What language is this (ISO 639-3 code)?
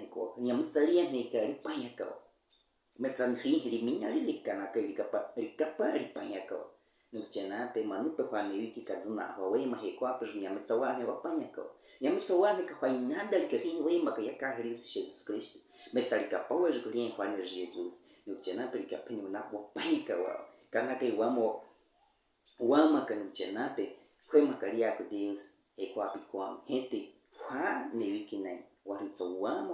bwi